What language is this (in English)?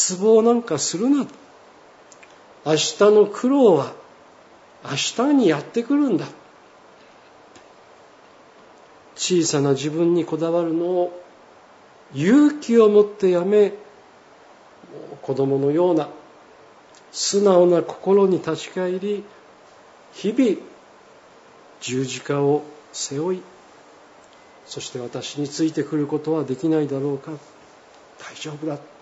Japanese